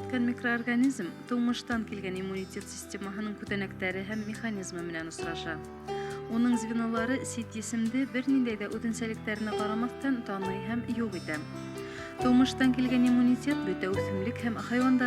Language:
Bashkir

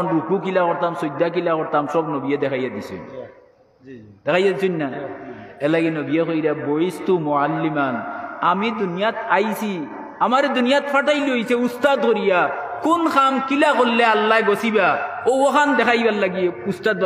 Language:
Sylheti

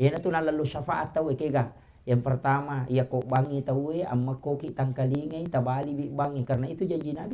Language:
Buginese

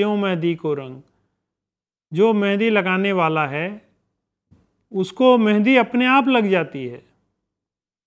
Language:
Hindi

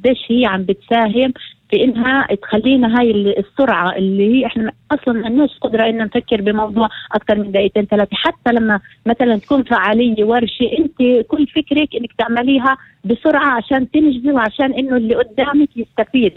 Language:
North Levantine Arabic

